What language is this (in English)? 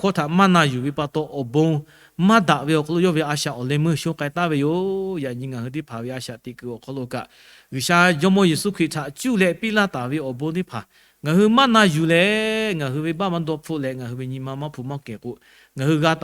Lahu